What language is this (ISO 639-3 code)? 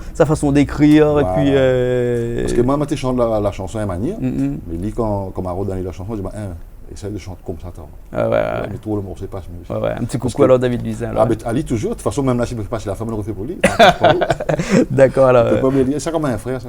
rcf